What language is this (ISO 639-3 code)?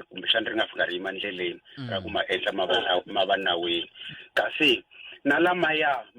tso